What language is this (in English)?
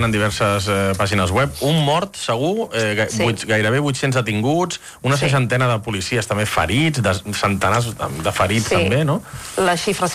Catalan